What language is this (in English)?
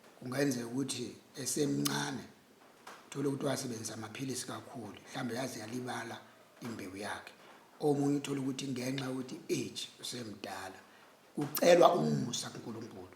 Zulu